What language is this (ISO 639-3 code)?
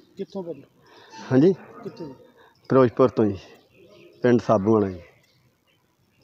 pan